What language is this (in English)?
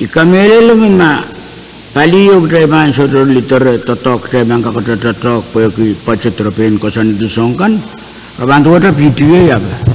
Pohnpeian